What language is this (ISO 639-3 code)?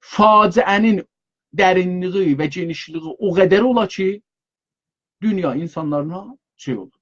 azb